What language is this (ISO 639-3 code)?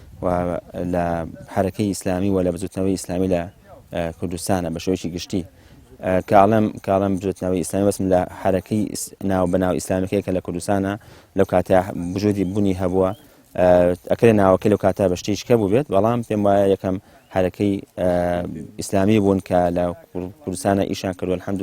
ckb